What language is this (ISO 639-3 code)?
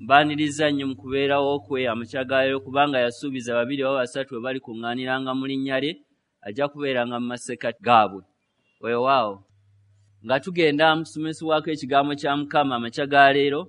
lug